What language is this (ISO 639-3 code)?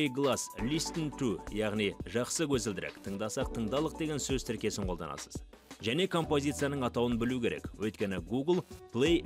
kaz